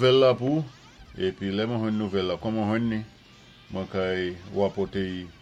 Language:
Saint Lucian Creole French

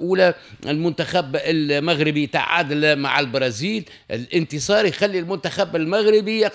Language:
Tunisian Arabic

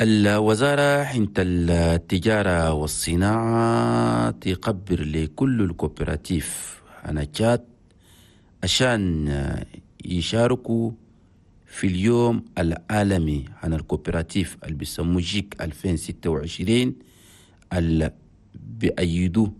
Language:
Chadian Arabic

